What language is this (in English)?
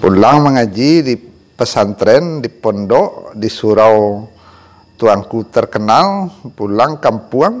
Minangkabau